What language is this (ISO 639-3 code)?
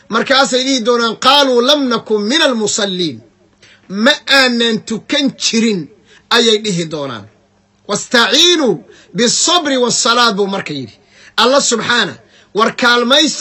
som